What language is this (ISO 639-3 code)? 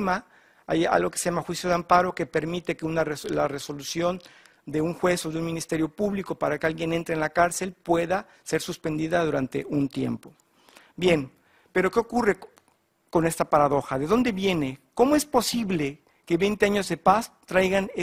spa